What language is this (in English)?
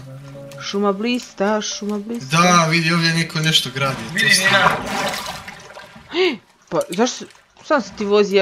Croatian